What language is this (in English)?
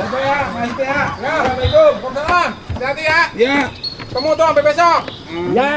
Betawi